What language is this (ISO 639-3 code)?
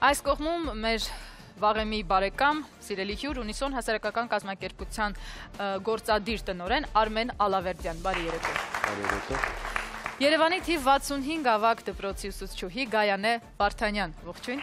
hye